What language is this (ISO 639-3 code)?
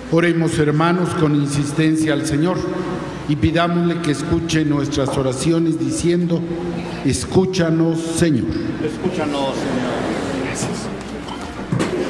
spa